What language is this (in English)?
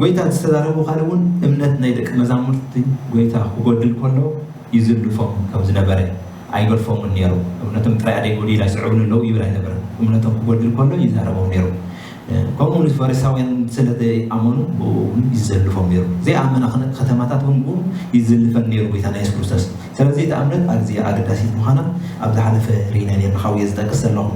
Tigrinya